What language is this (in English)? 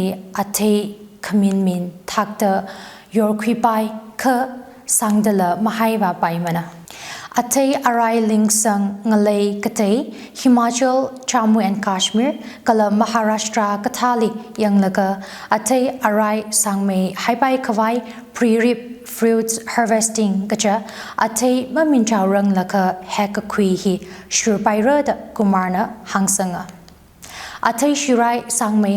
Tangkhul Naga (India)